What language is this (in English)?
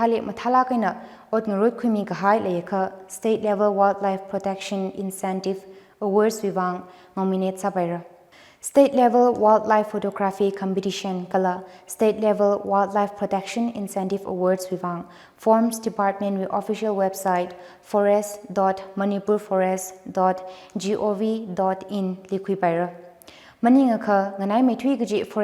Tangkhul Naga (India)